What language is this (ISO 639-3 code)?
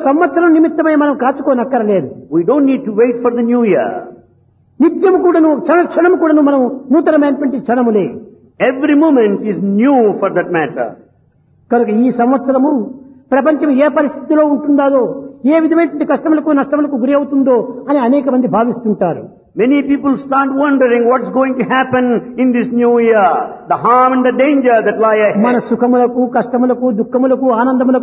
tel